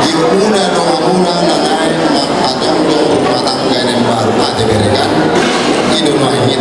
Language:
Batak Toba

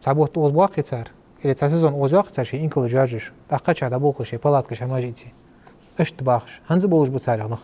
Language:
Ingush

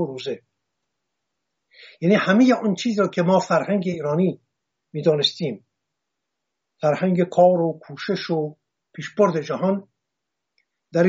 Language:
Persian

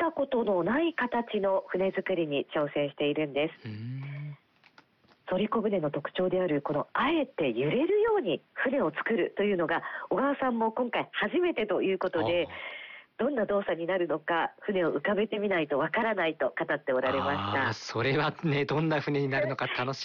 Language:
Japanese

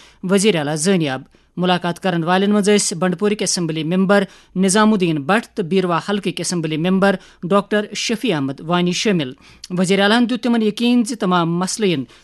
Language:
Kashmiri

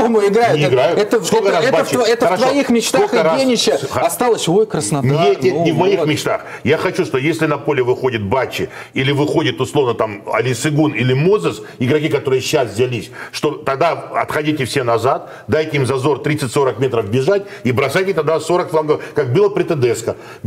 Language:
Russian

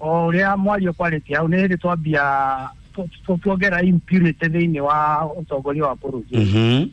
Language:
Kikuyu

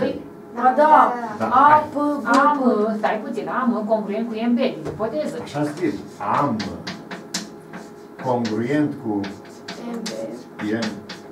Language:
Romanian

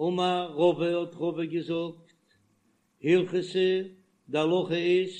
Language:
Yiddish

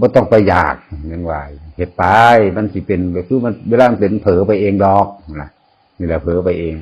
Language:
Northeastern Thai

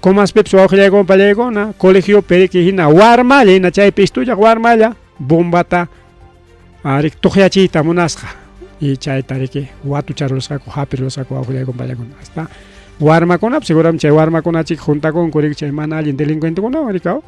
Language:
Ayacucho Quechua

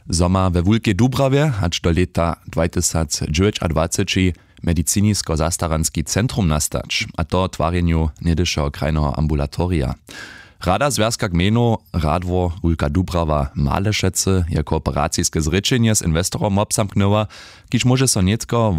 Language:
Upper Sorbian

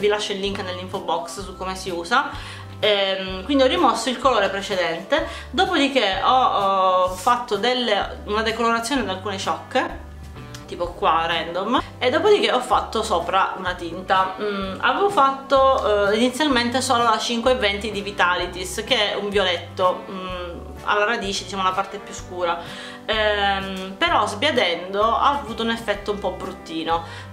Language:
Italian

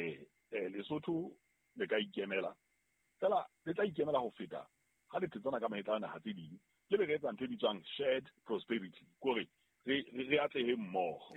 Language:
Southern Sotho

